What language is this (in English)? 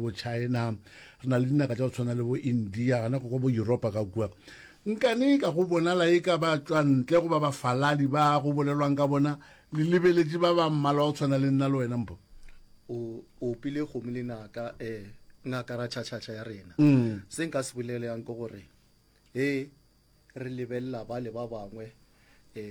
Northern Sotho